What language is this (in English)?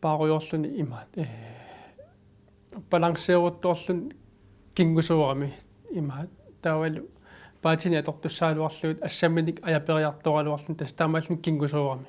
Kalaallisut